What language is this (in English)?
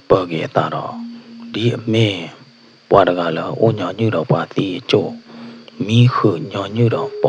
S'gaw Karen